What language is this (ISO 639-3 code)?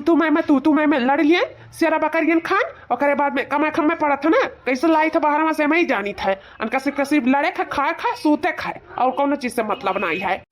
awa